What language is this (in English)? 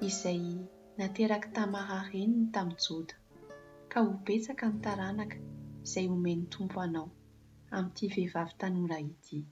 Malagasy